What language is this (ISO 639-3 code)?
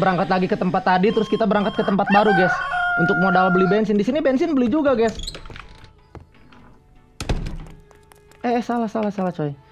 ind